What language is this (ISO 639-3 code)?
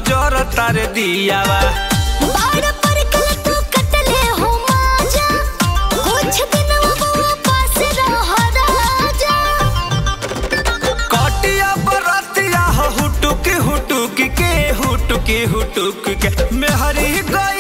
bho